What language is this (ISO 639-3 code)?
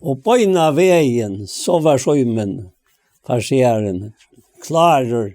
fao